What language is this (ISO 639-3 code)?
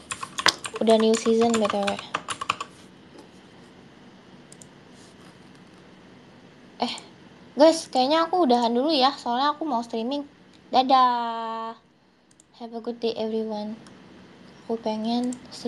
ind